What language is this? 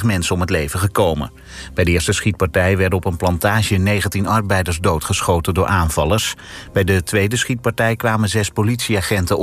Dutch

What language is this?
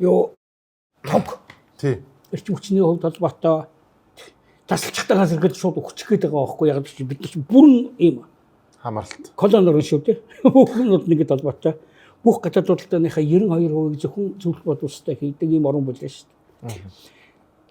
Mongolian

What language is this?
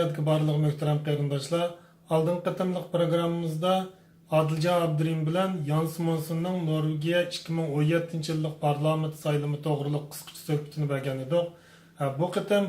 Uyghur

